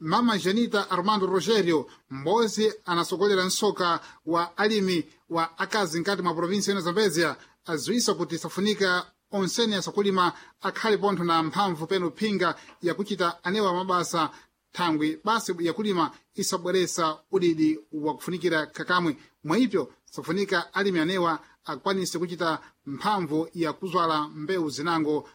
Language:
Sena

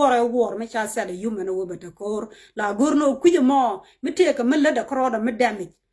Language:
Nuer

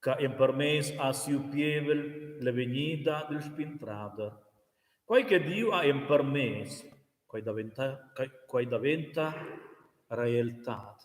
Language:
Romansh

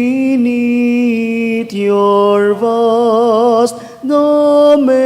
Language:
Bikol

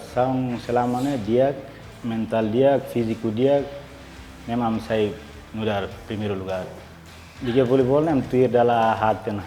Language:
Tetum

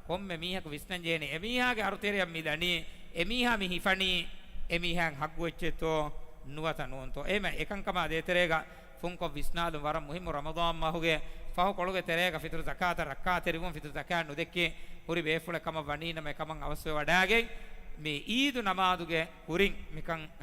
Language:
Divehi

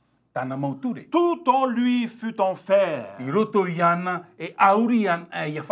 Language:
Tahitian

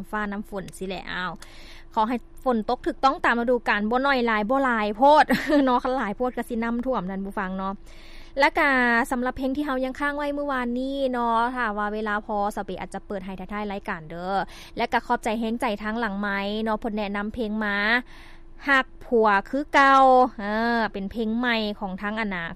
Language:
Lao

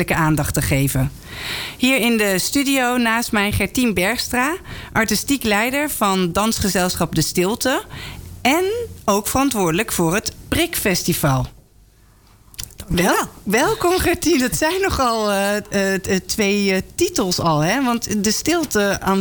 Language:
Dutch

